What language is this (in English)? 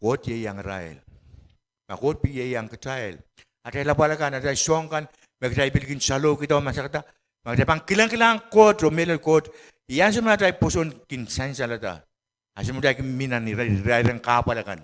Pohnpeian